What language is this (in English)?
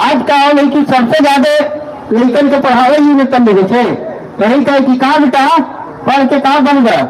Magahi